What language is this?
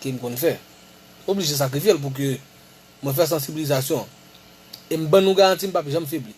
Haitian Creole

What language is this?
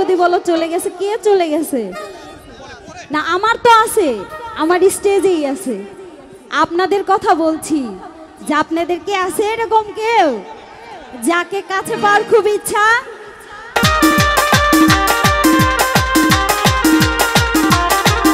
Bangla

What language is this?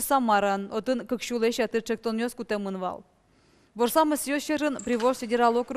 Udmurt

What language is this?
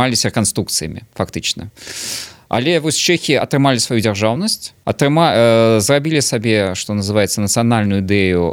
Belarusian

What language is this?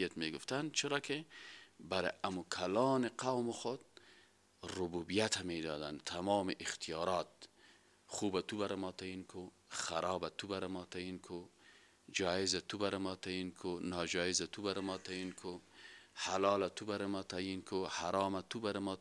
Persian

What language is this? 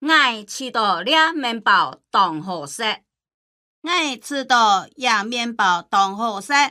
Hakka Chinese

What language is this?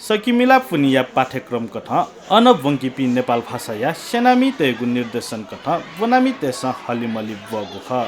Newari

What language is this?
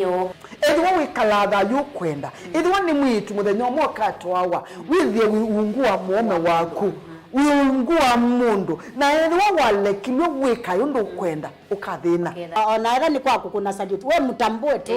Kamba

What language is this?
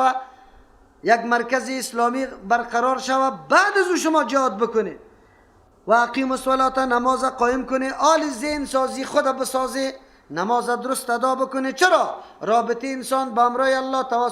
Persian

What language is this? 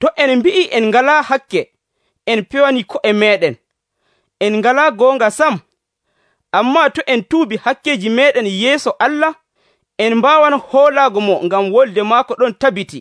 Nigerian Fulfulde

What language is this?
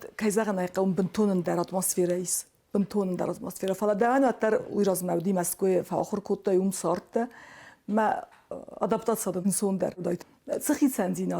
Ossetic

